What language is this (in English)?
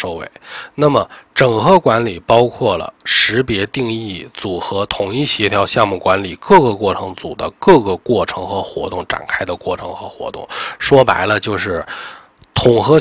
Chinese